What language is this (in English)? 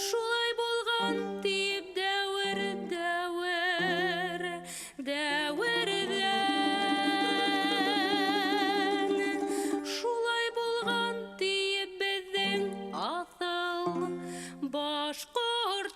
Bashkir